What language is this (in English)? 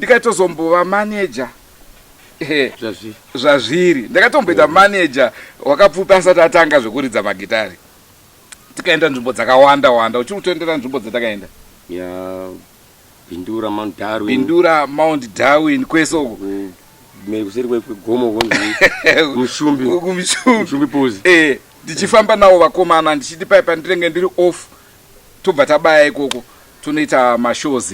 Shona